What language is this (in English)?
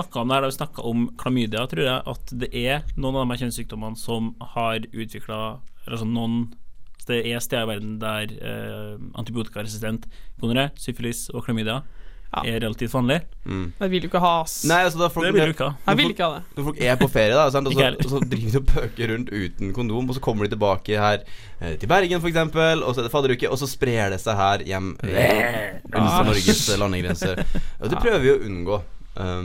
Norwegian